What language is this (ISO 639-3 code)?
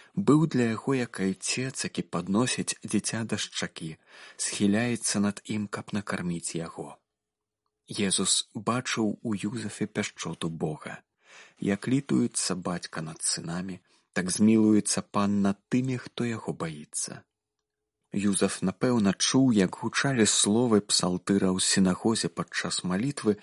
bel